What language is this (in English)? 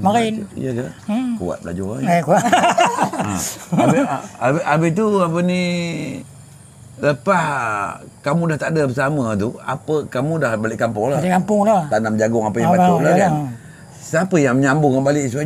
Malay